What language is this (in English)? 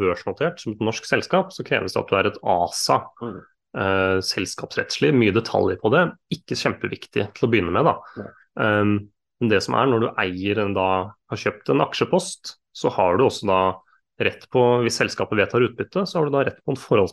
Norwegian